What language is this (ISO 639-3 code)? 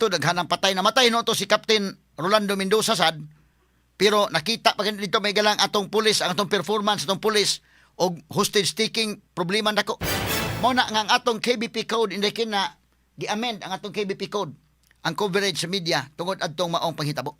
ceb